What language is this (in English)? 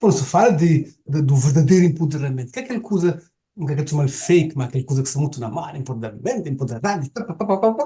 Kabuverdianu